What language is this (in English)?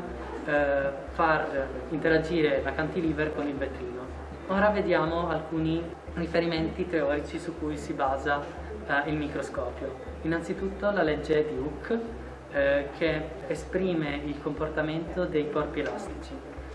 Italian